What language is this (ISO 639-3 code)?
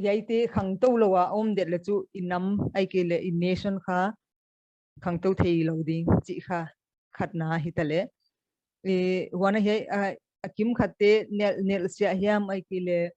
pck